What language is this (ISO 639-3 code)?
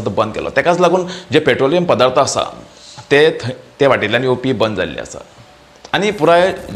kok